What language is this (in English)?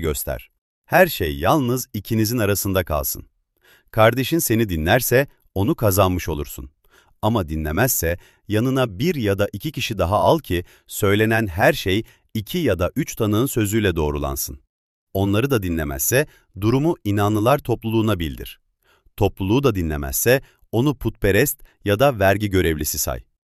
Turkish